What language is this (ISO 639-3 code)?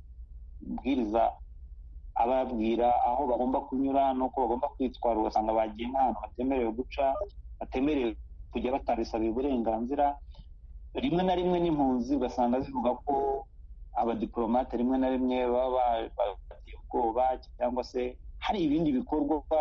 kin